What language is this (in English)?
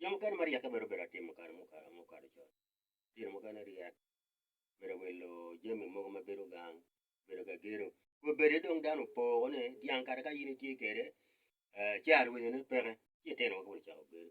Acoli